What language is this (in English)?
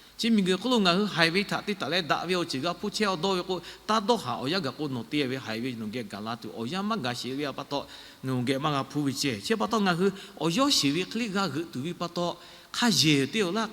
Lahu